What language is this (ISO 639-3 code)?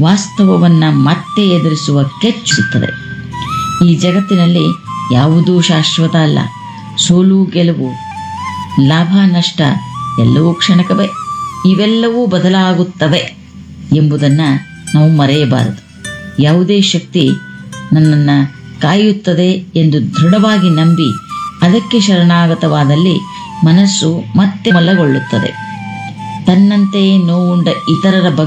kan